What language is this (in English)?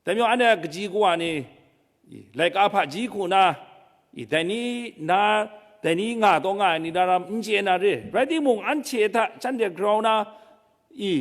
Kachin